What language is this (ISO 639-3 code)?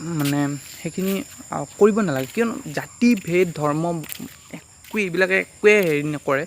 asm